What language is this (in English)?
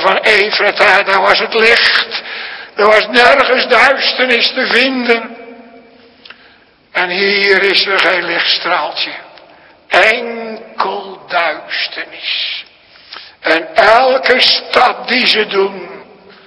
Dutch